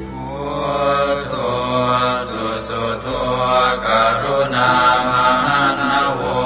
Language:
Pali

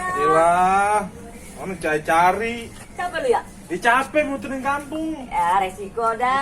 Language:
Betawi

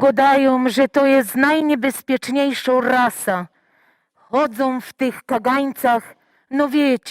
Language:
Silesian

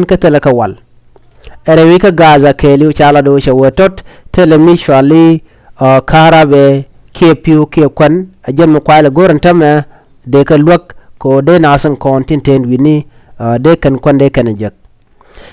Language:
Nuer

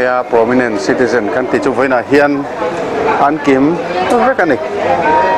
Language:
Mizo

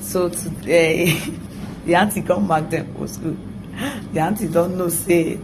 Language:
Nigerian Pidgin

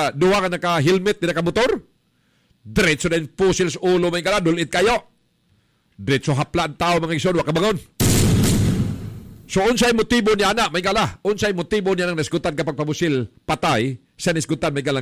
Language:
Cebuano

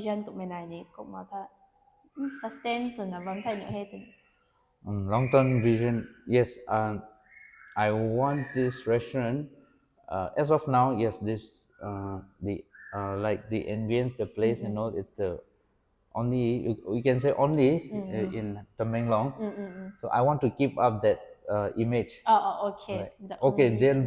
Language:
Rongmei Naga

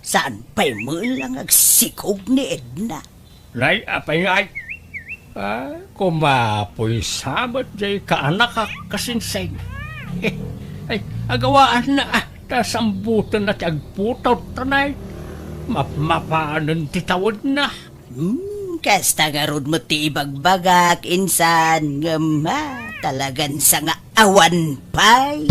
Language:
Iloko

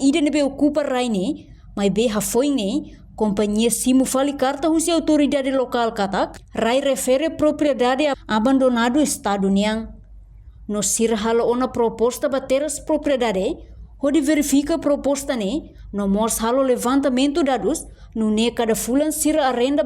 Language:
Tetum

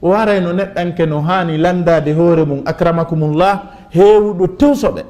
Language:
Fula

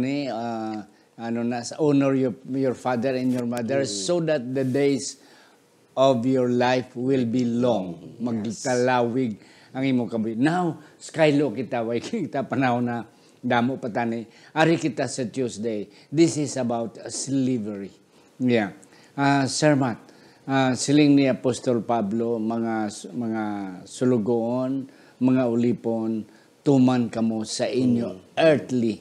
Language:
Hiligaynon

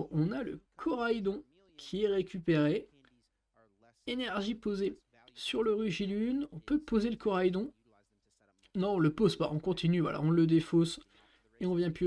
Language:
French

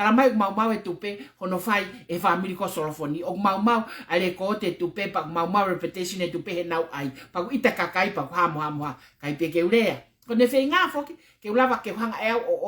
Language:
Tongan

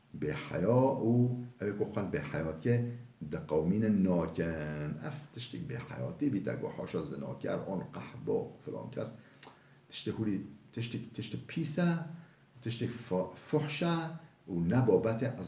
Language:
Kurdish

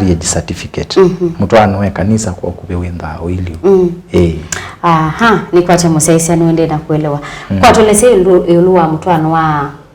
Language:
Kamba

